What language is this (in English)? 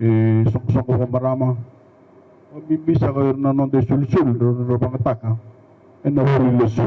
Fijian